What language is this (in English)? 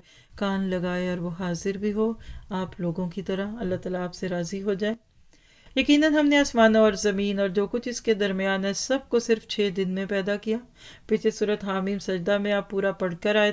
Urdu